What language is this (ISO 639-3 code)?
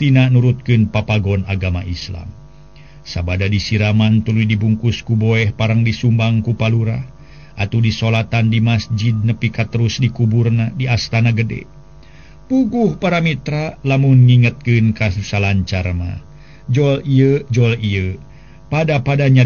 sun